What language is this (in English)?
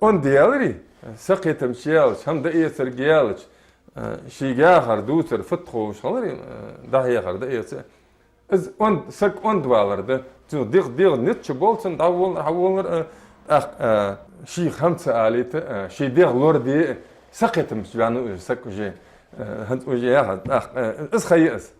Ingush